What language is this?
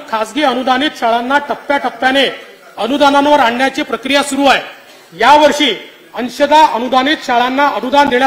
Marathi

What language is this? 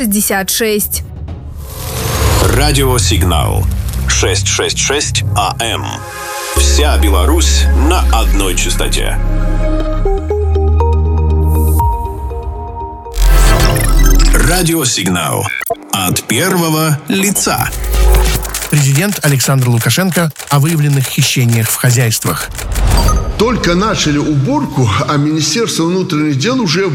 Russian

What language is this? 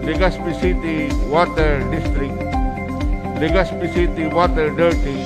Bikol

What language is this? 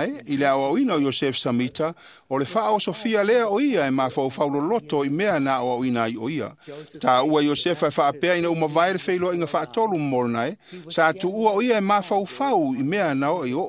Samoan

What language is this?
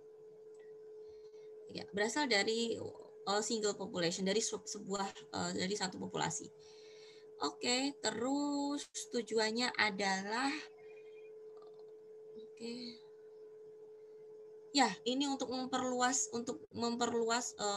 Indonesian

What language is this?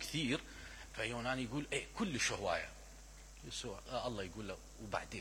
Mesopotamian Arabic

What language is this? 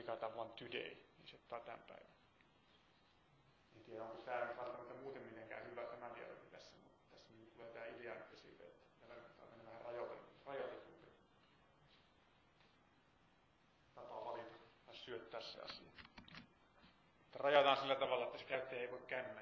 Finnish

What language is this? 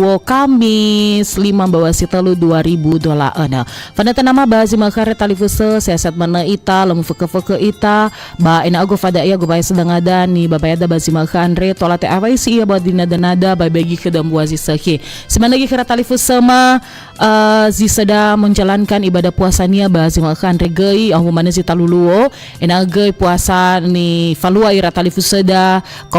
Nias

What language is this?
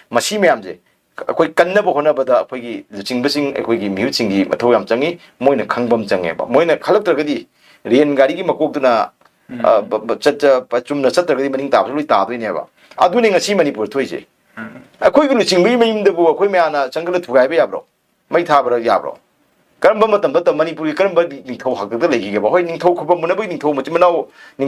Manipuri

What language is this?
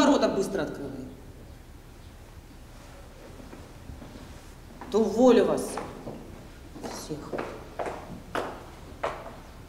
Russian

